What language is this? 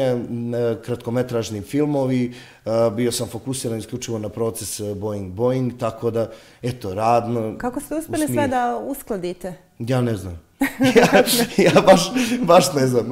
Bosnian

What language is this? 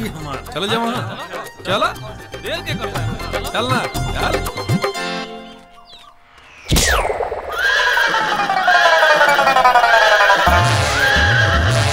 Bhojpuri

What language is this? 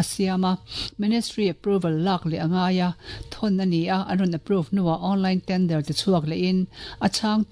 Mizo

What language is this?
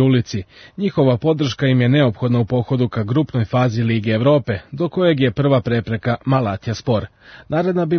Serbian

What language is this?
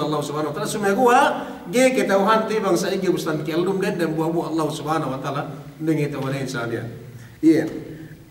Yakan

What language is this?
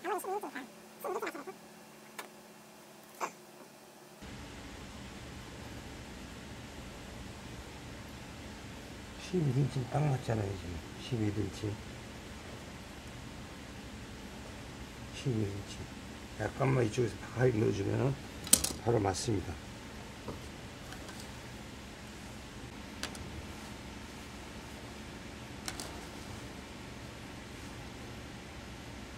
Korean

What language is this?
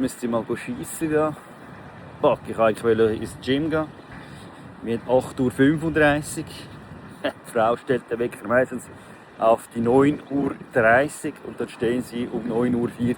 Swiss German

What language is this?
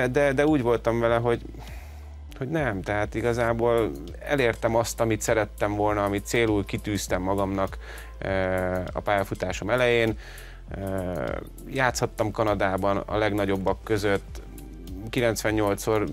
Hungarian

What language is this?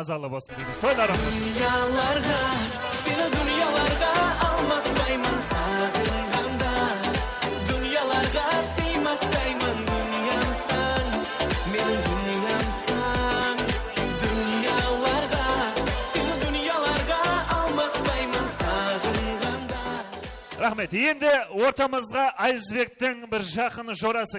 Kara-Kalpak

